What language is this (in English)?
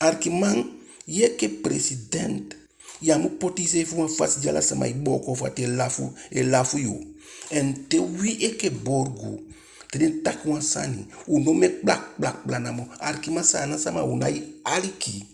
Eastern Maroon Creole